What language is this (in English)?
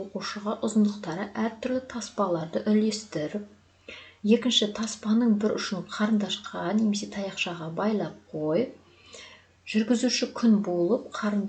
Kazakh